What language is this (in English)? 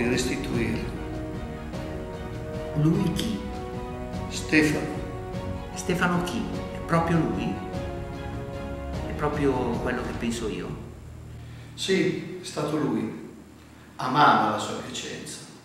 Italian